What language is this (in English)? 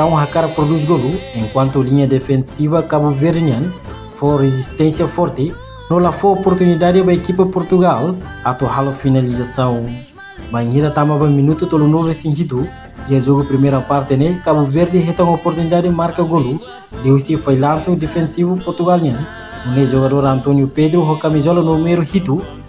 Tetum